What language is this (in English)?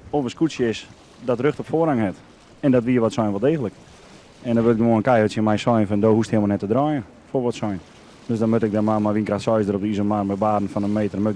Western Frisian